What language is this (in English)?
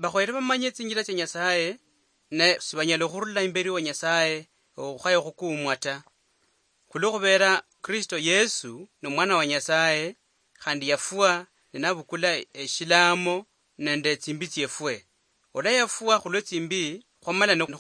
Luyia